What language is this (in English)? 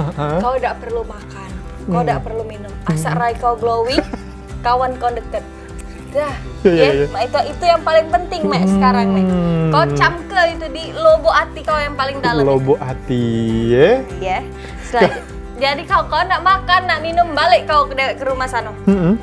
Musi